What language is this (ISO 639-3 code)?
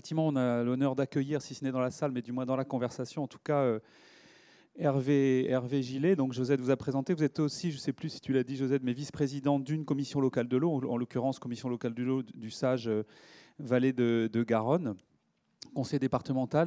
fra